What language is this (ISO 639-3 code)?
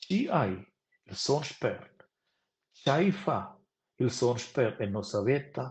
roh